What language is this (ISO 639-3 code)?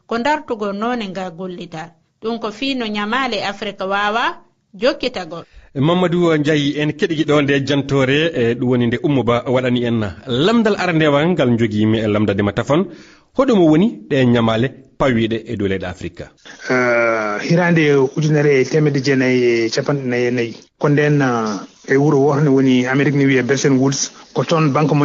ful